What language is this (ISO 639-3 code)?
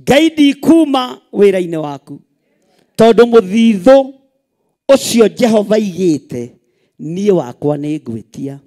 kik